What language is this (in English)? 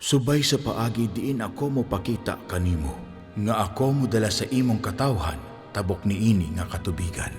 Cebuano